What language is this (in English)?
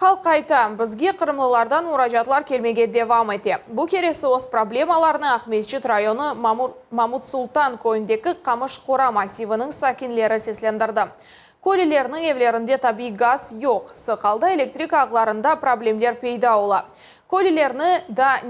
Crimean Tatar